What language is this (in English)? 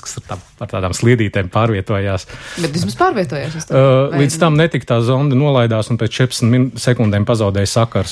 Latvian